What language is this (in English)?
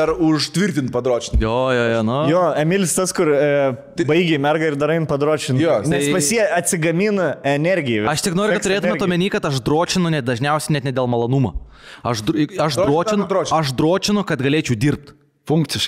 Lithuanian